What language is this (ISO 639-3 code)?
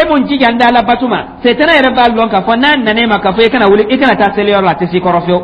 dyu